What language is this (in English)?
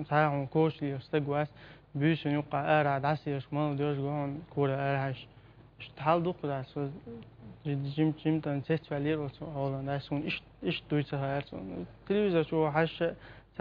Chechen